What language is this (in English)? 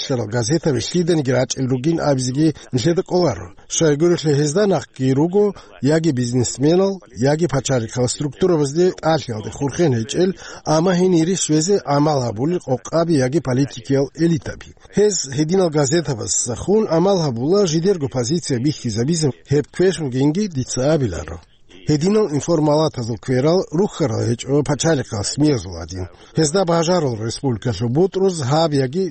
Avaric